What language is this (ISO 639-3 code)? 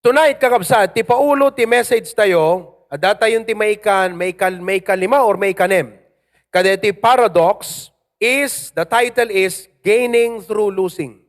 ilo